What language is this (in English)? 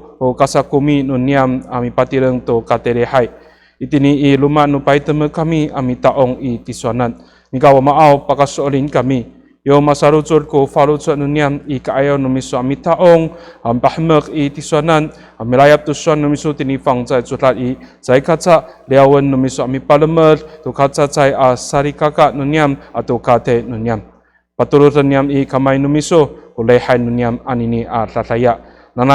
Amis